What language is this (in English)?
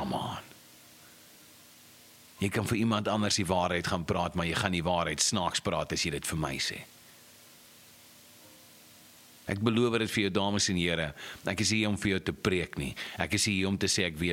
Afrikaans